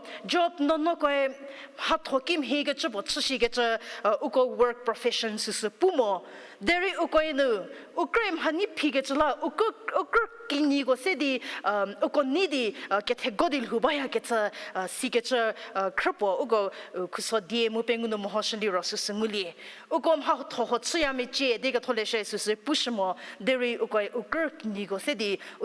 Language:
Angami Naga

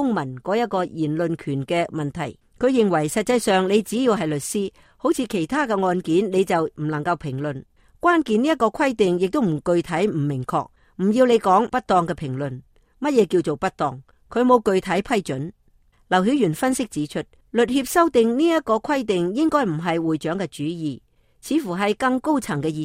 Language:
Cantonese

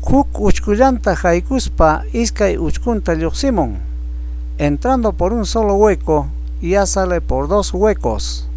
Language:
Ayacucho Quechua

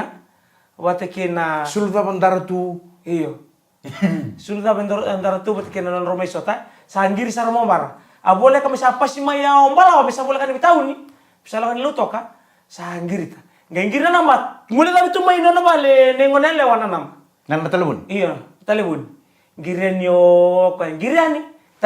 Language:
Fijian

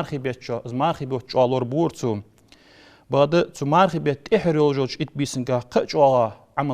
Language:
Ingush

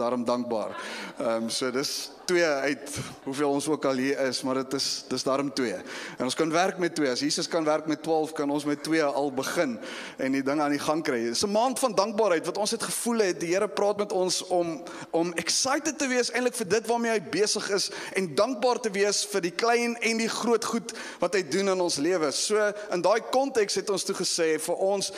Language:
Afrikaans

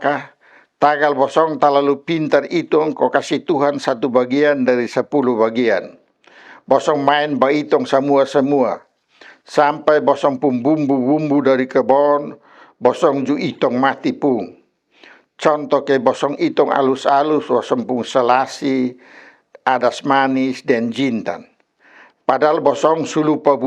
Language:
Kupang Malay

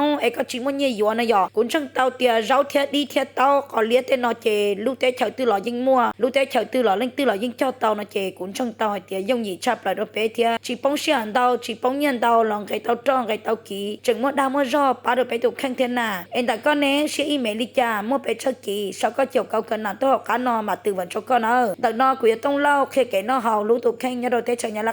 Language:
Hmong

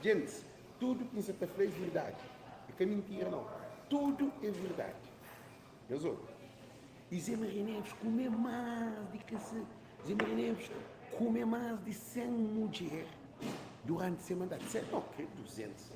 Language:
Kabuverdianu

